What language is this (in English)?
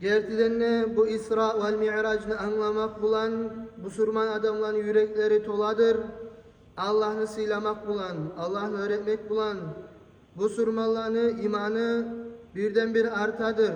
Kumyk